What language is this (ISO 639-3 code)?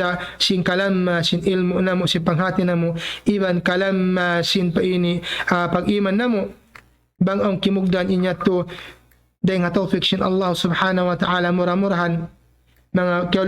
tsg